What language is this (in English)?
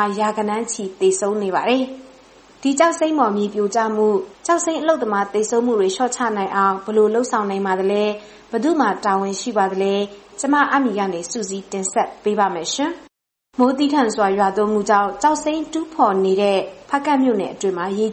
Burmese